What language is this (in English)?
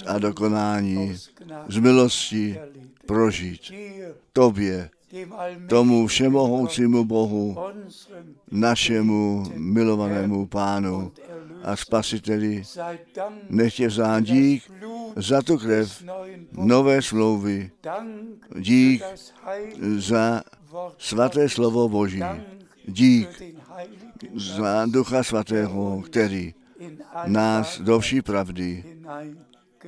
Czech